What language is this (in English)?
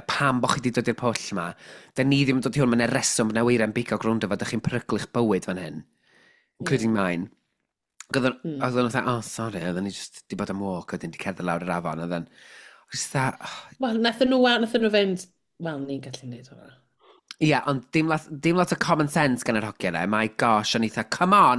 Welsh